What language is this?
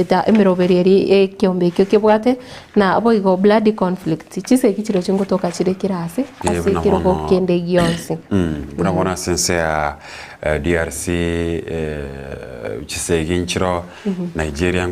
Gusii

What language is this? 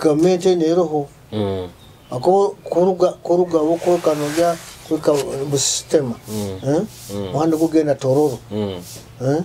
Nyoro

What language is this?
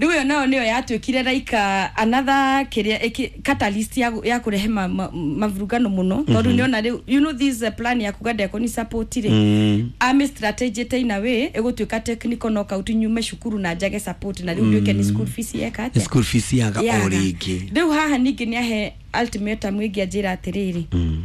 Kikuyu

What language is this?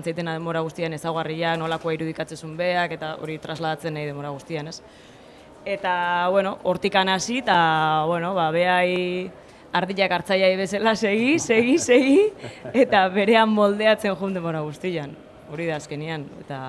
Basque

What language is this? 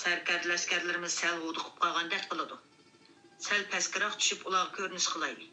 Uyghur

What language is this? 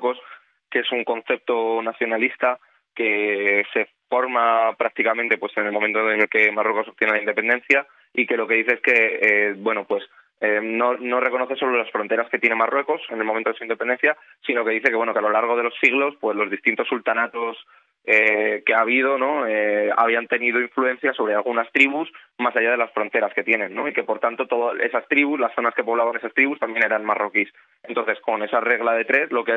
Spanish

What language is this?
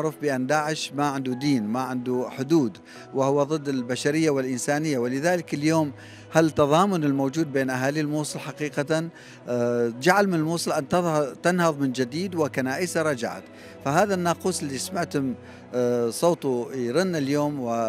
Mesopotamian Arabic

